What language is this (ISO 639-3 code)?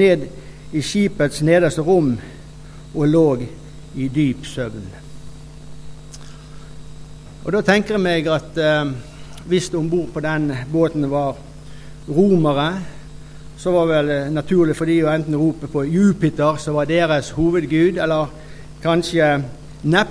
nor